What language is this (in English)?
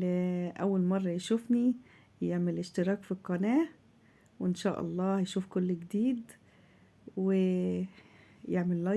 Egyptian Arabic